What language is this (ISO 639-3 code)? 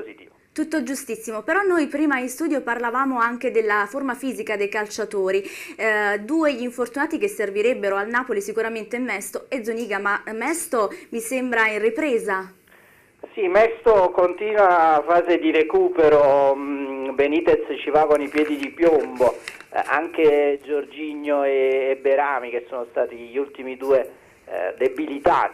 ita